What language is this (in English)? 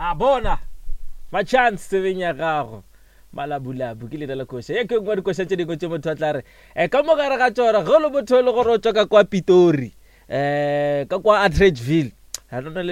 Northern Sotho